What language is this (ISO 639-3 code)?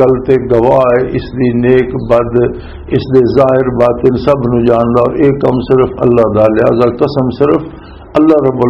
lah